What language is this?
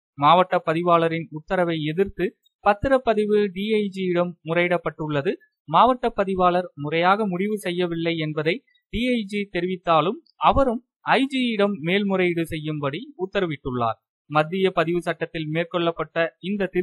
Tamil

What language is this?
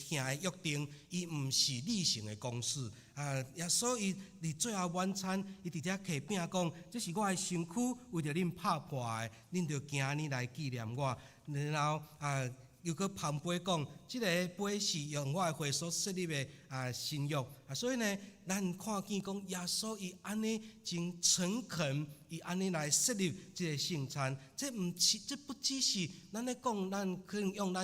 Min Nan Chinese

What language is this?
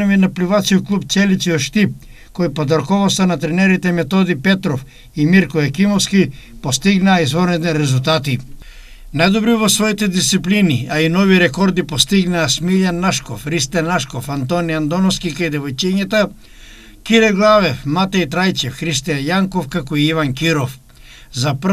Macedonian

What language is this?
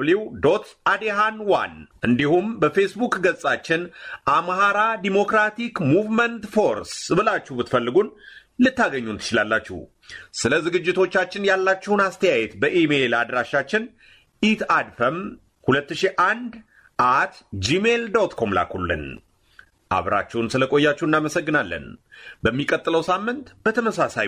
Amharic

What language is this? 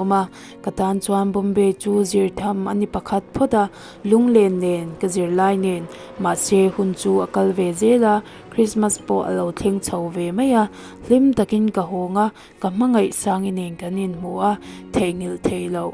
Mizo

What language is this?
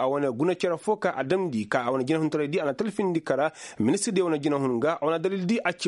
Koyraboro Senni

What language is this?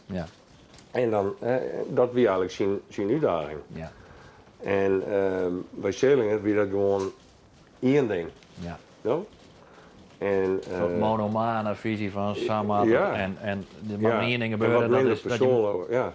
Western Frisian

